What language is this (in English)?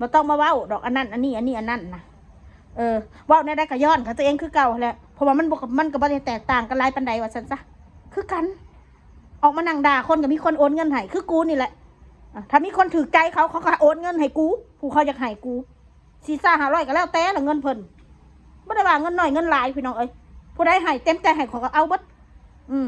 Northeastern Thai